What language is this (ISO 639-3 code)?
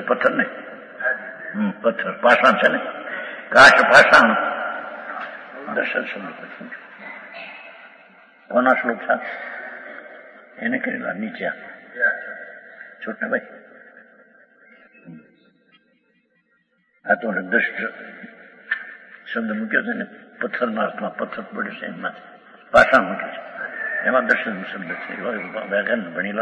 guj